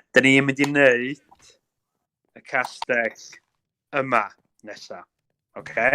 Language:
Welsh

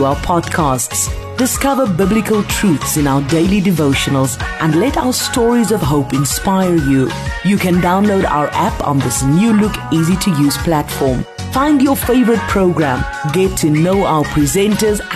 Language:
English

